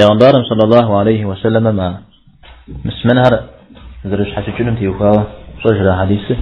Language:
Kabardian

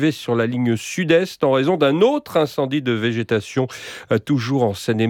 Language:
French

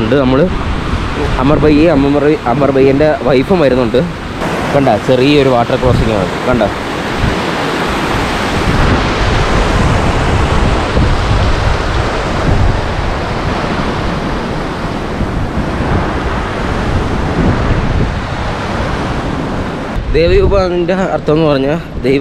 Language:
Malayalam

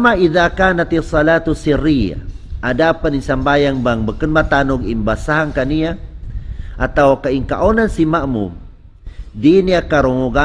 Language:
Tausug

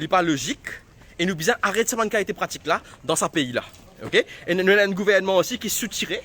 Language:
Morisyen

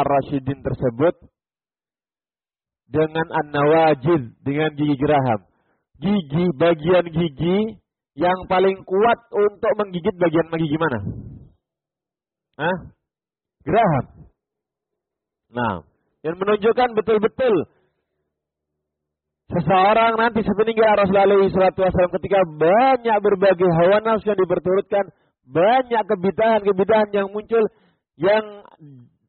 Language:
Indonesian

